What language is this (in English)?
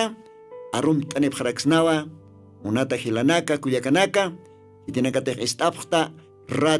Aymara